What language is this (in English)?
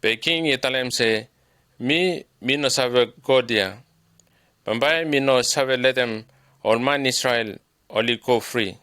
Bislama